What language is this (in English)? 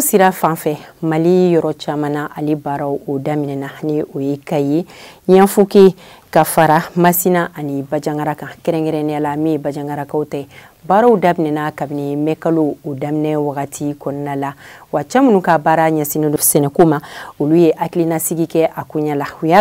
Bambara